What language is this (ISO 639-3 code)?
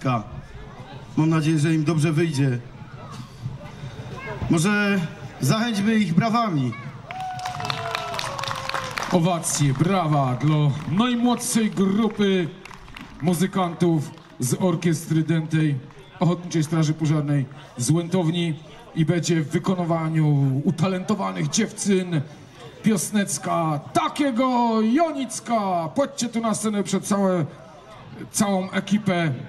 pol